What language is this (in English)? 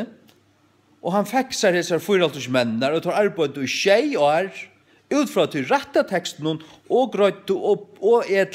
Faroese